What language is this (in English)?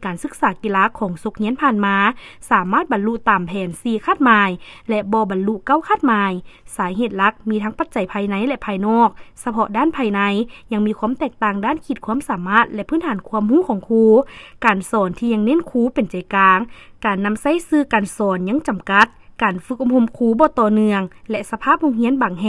Lao